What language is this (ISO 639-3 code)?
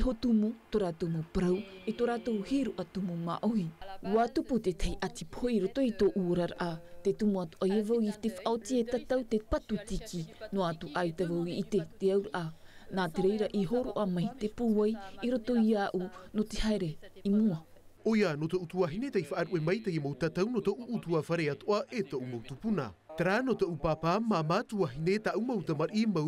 tah